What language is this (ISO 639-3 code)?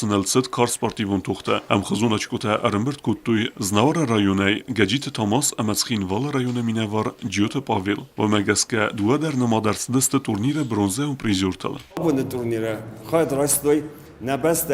oss